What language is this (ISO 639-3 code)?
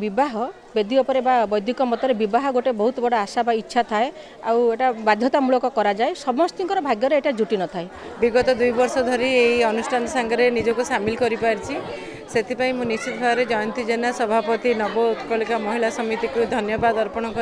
ori